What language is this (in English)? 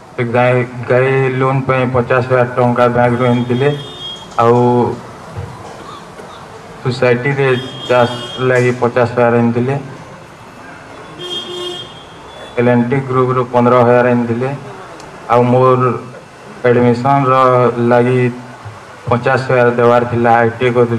Odia